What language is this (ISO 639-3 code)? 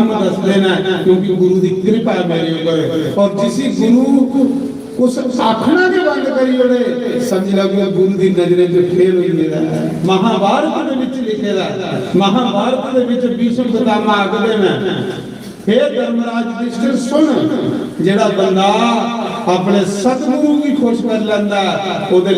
doi